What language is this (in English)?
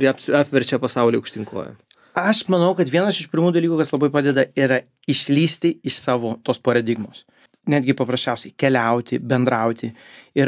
Lithuanian